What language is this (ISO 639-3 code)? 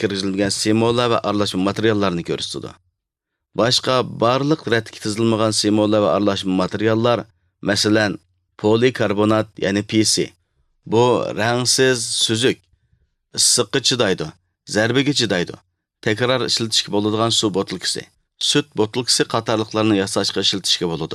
uig